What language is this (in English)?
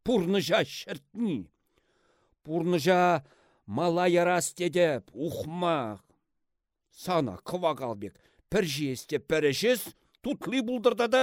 Chuvash